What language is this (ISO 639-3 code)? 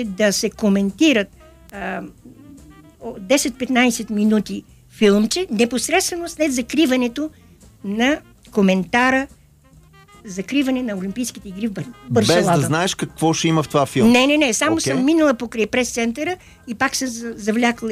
bul